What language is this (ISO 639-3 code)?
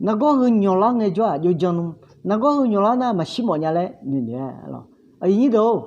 ahk